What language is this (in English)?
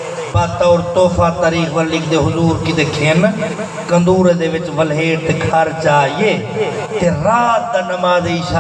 Saraiki